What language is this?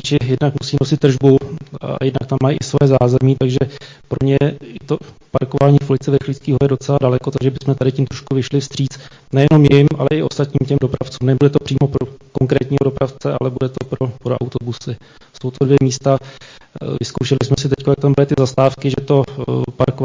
Czech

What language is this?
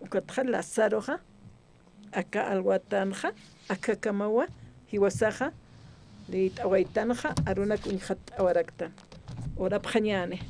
Aymara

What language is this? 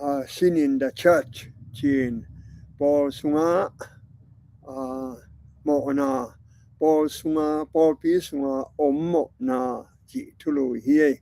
Tedim Chin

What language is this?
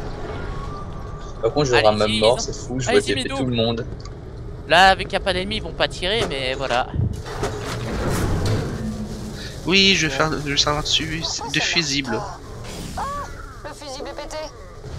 French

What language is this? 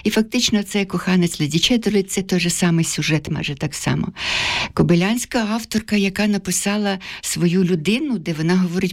Ukrainian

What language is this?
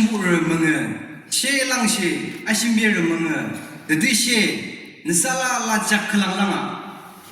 Yimchungru Naga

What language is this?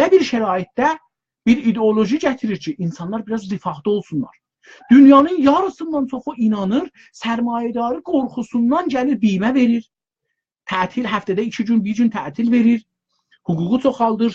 South Azerbaijani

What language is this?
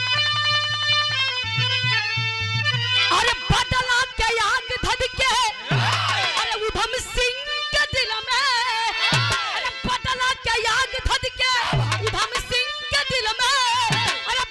Bhojpuri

